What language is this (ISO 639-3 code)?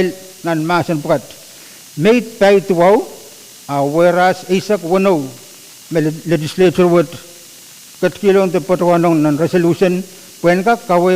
pon